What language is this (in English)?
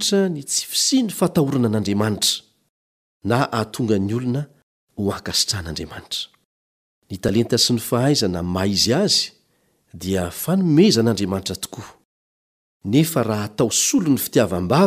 Malagasy